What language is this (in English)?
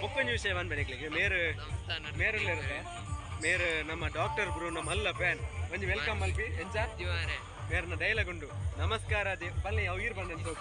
Tulu